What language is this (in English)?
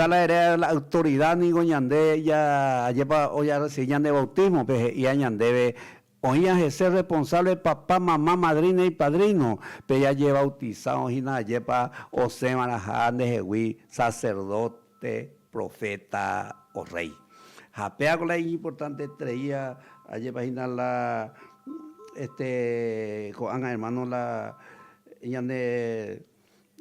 Guarani